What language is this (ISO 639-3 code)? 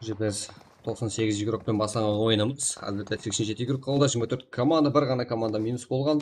kaa